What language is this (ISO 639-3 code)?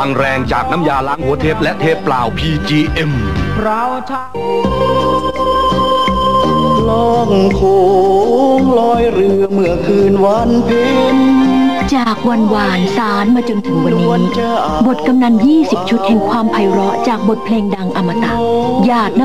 tha